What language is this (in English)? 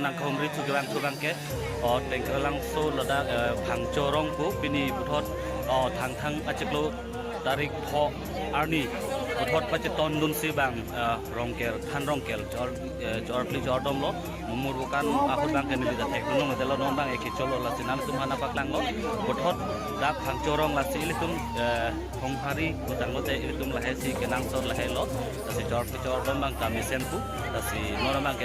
Karbi